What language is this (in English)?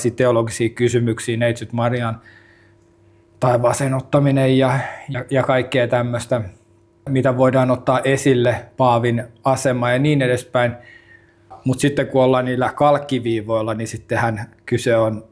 Finnish